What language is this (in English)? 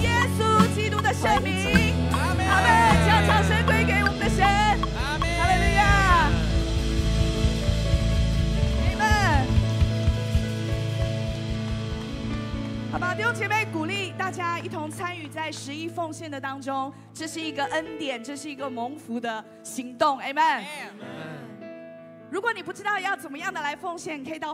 Chinese